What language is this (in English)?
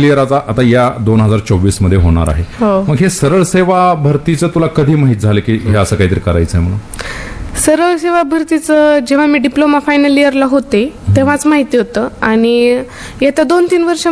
Marathi